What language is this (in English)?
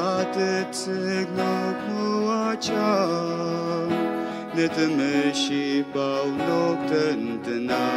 Ao Naga